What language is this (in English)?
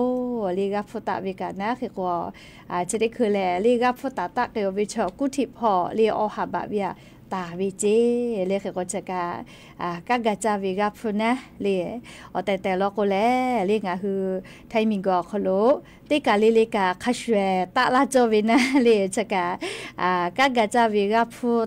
Lahu